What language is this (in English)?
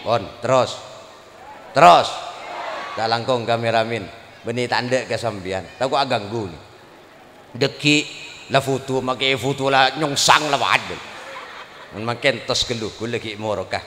Madurese